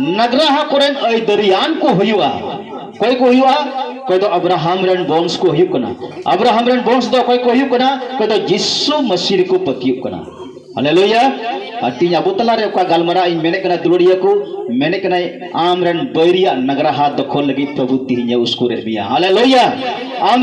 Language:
Santali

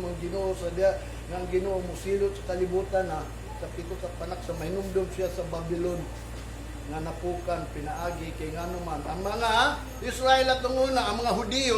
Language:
Cebuano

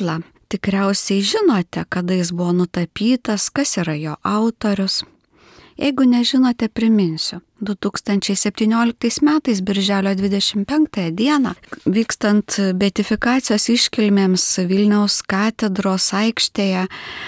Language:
Lithuanian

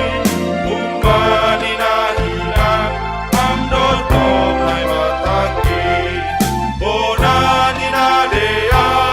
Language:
Batak Simalungun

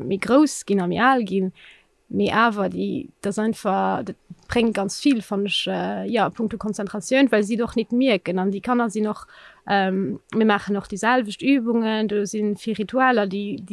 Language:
Luxembourgish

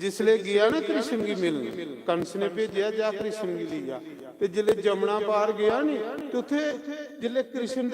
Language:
Dogri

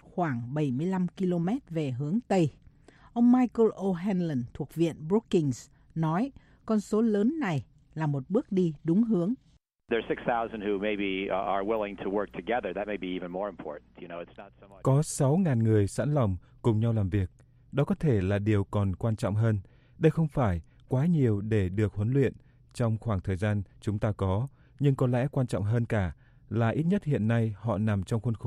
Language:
Vietnamese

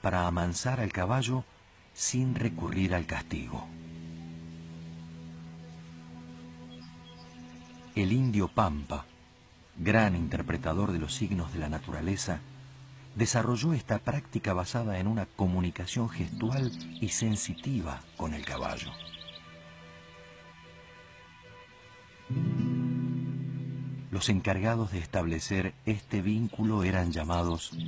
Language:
Spanish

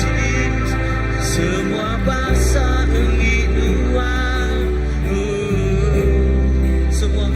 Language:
Iban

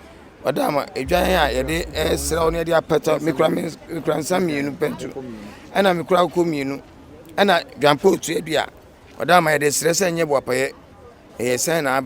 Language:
Akan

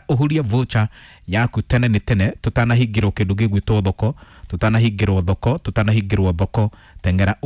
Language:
Kikuyu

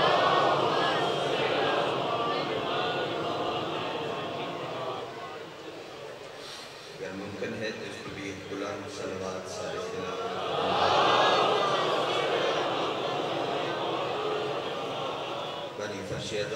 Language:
Urdu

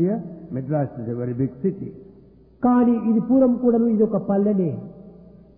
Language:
Telugu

